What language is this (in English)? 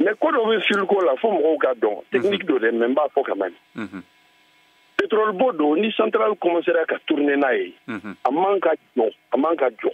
Bambara